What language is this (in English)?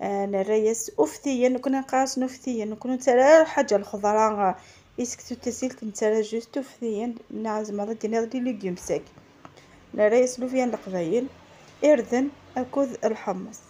Kabyle